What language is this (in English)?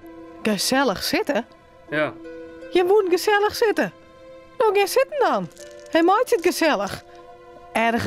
Western Frisian